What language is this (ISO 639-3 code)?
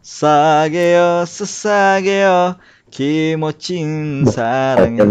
bjn